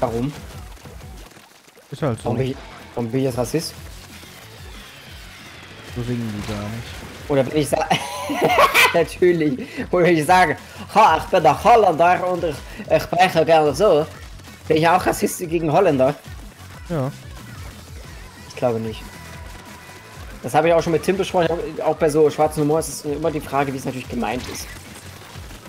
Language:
German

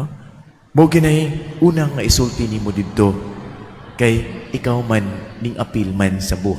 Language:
Cebuano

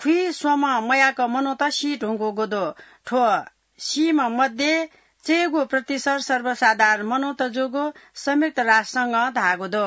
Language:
Newari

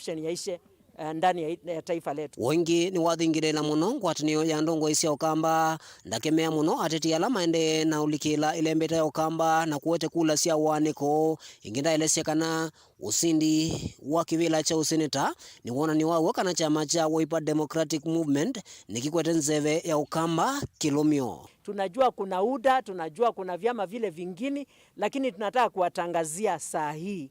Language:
Kamba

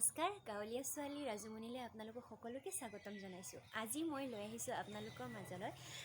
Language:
Assamese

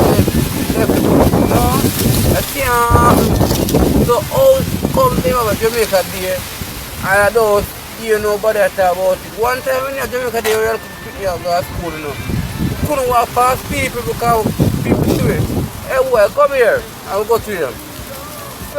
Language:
Jamaican Creole English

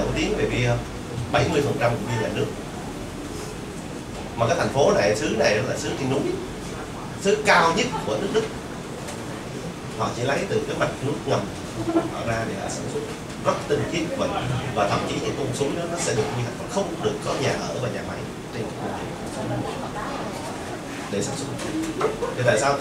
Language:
Vietnamese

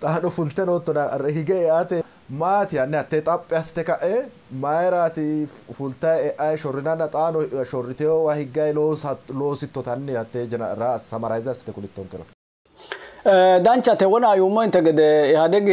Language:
Sidamo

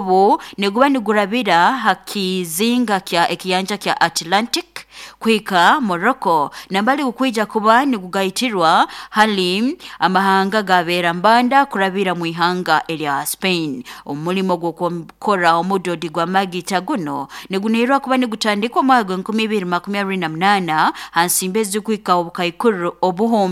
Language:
Nyoro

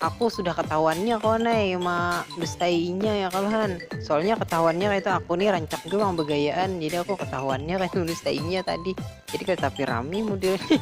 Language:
Banjar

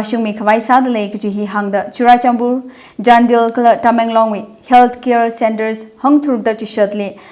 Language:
Tangkhul Naga (India)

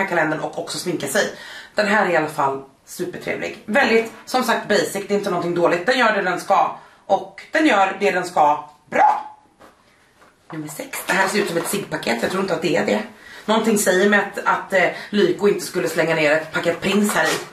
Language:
Swedish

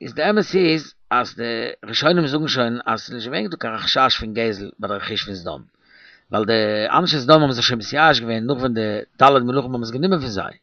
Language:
Yiddish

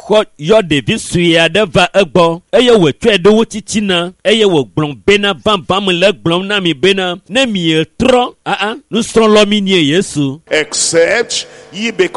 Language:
Ewe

